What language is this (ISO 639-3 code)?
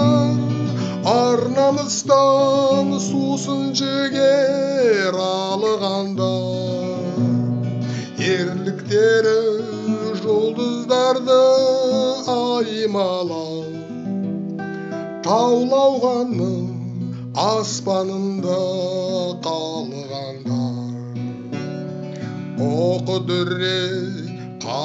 kaz